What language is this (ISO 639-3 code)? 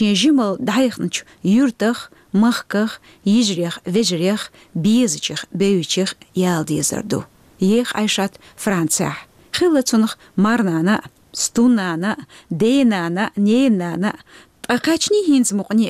che